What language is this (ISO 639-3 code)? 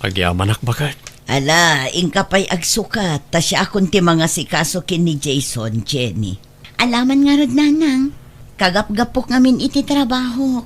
ilo